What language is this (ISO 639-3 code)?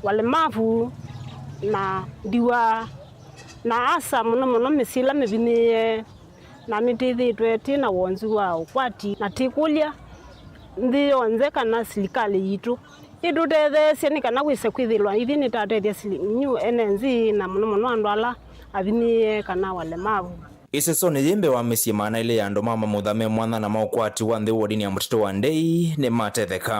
kam